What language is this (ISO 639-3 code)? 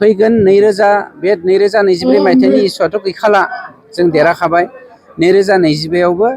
brx